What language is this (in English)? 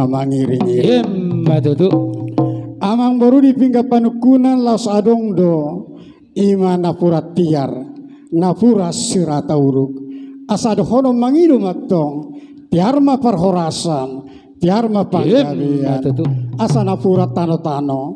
Batak Toba